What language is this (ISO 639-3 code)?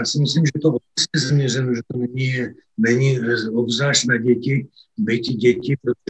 ces